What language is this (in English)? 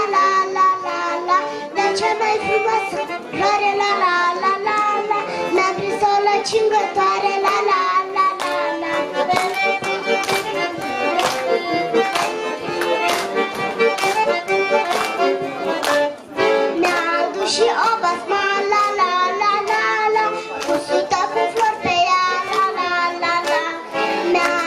Romanian